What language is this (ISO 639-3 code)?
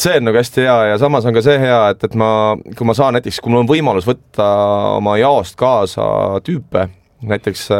est